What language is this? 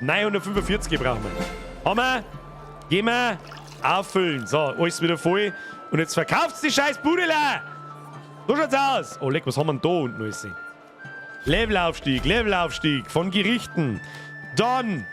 Bavarian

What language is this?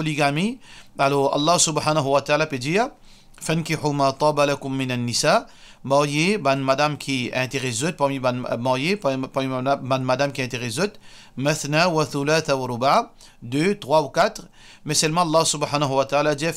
Morisyen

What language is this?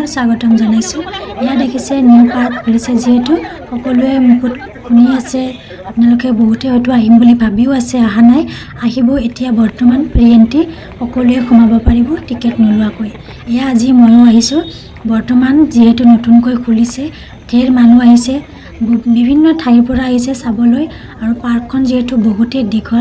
Assamese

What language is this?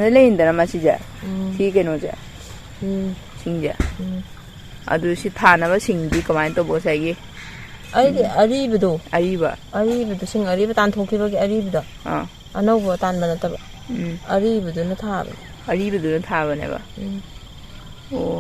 Manipuri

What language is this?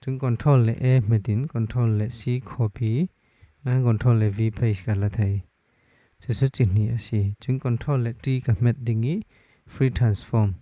Falam Chin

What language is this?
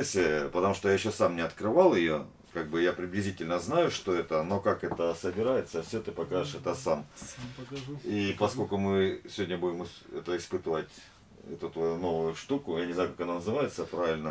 Russian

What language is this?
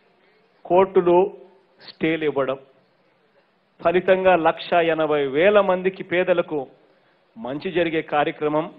Telugu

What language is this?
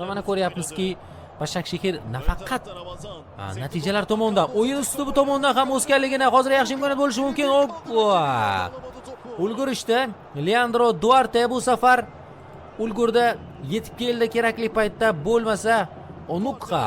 Uzbek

